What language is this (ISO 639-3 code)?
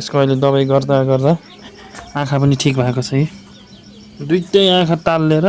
nep